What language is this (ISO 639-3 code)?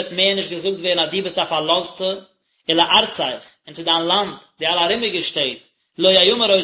yid